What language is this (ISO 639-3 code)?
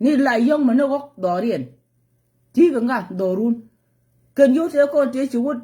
nus